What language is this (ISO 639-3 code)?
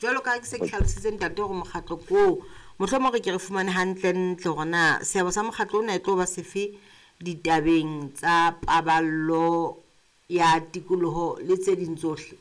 sot